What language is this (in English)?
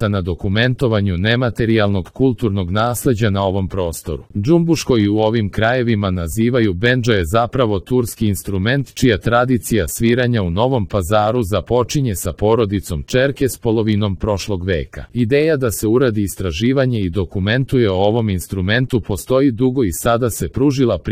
Serbian